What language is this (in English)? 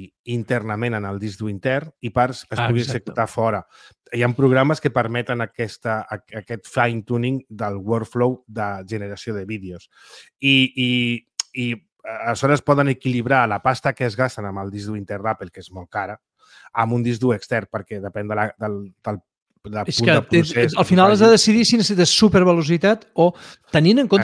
Catalan